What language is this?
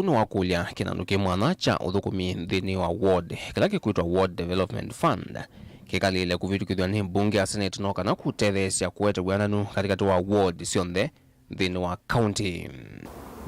Kamba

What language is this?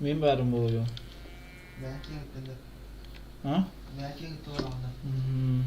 Yakut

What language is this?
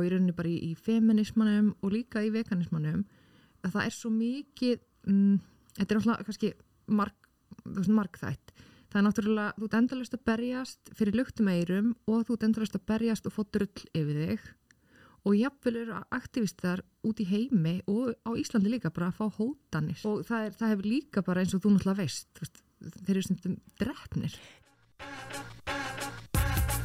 Icelandic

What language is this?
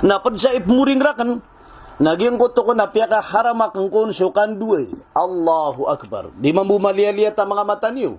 Maranao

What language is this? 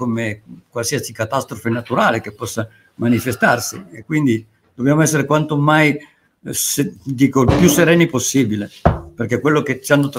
Italian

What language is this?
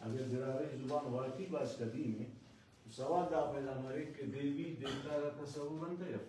Brahui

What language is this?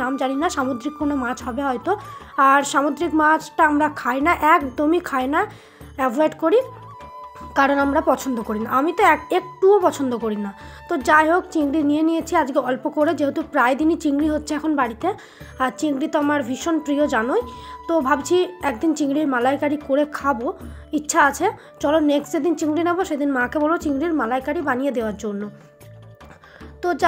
Bangla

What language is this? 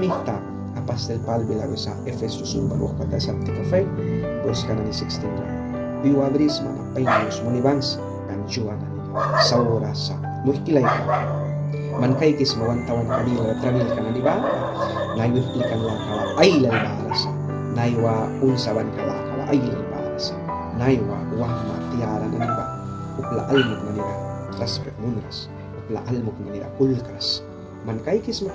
Mískito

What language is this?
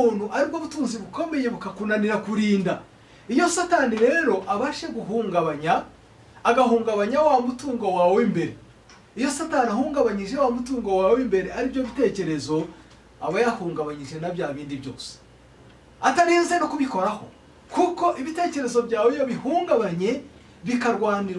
Kinyarwanda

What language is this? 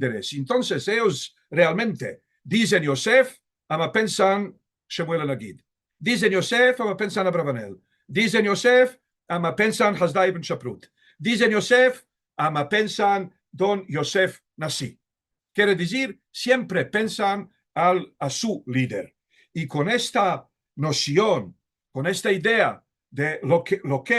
Ladino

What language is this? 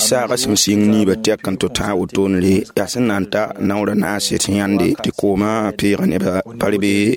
Mossi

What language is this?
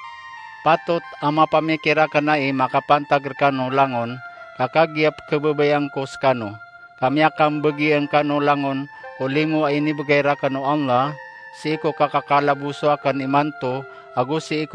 Maranao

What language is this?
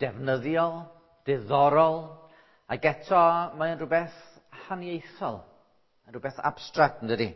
Welsh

